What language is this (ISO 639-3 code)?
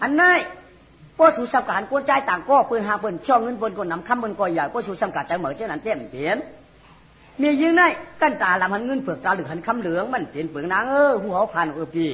shn